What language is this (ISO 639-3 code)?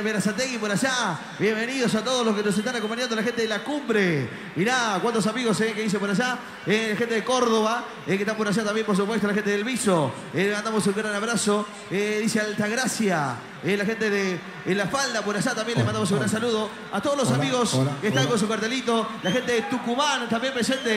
spa